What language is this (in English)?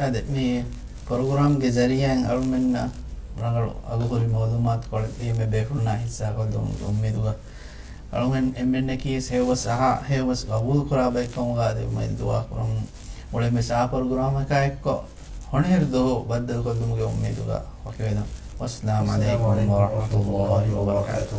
Divehi